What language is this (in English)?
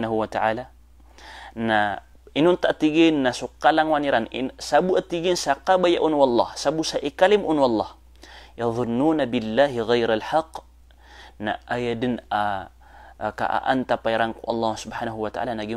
Maranao